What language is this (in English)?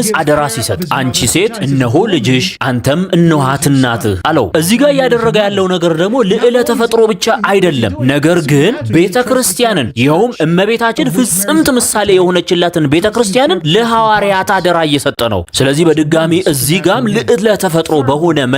Amharic